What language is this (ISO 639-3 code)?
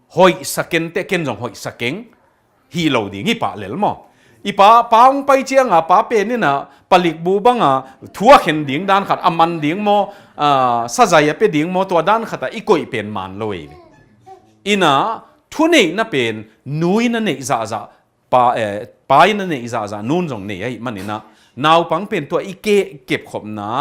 ctd